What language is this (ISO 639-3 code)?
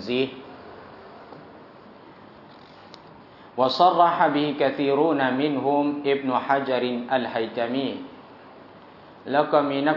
tha